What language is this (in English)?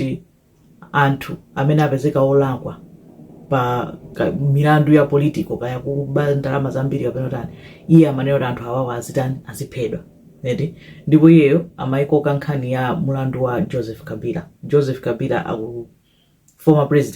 Nyanja